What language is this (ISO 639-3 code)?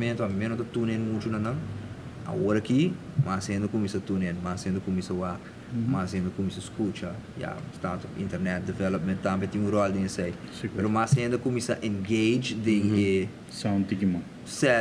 pap